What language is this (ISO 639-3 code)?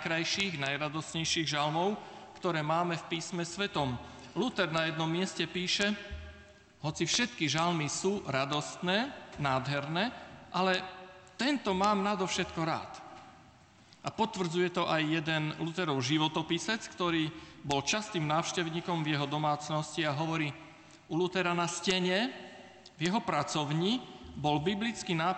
slk